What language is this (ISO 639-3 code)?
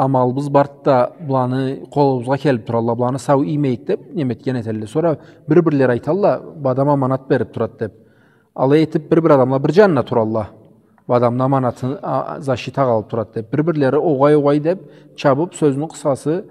krc